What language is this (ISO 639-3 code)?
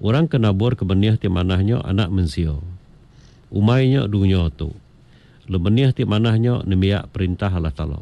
iba